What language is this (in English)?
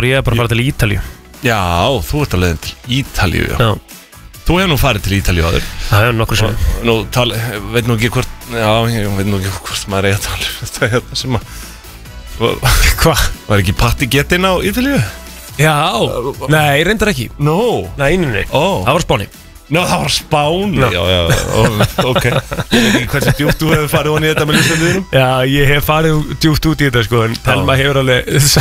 Icelandic